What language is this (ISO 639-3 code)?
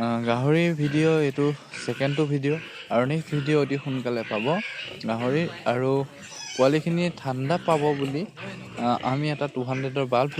asm